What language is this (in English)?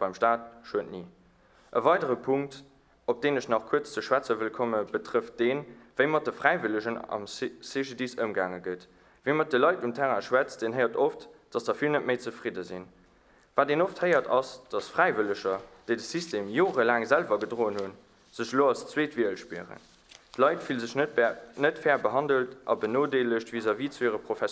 Luxembourgish